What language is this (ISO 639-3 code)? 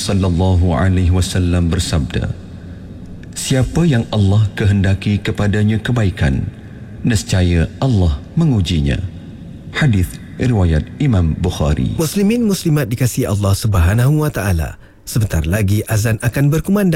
msa